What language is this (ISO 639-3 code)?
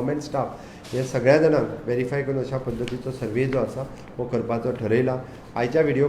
kok